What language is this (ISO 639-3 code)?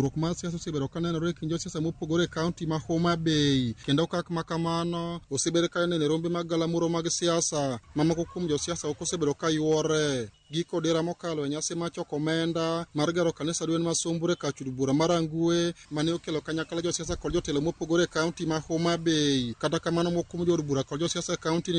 luo